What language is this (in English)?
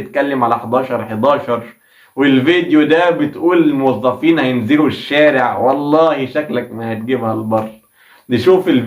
Egyptian Arabic